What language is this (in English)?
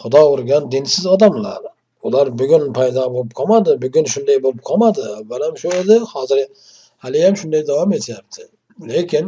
Uzbek